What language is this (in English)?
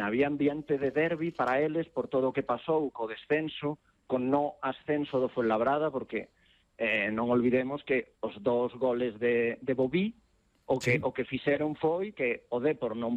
Galician